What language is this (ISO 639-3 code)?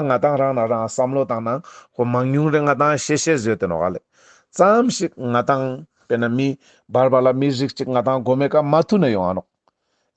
lbj